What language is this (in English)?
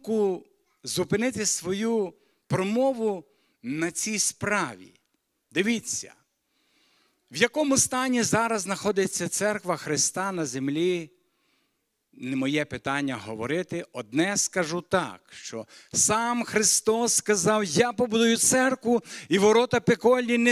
Ukrainian